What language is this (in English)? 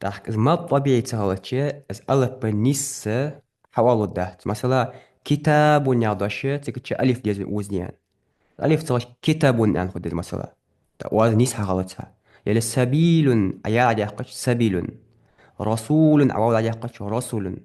Ingush